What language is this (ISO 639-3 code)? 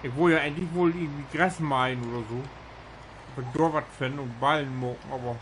nds